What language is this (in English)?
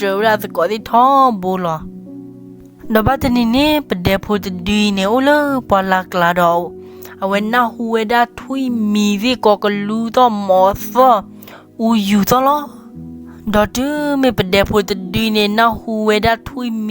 S'gaw Karen